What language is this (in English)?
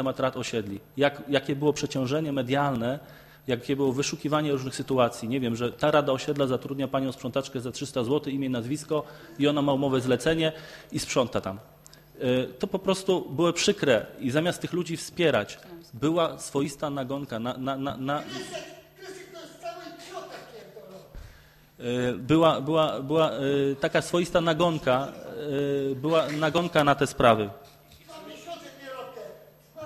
Polish